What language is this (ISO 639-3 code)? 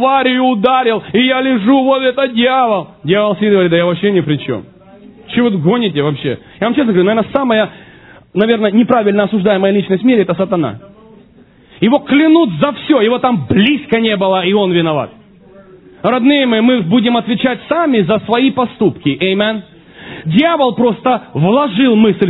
rus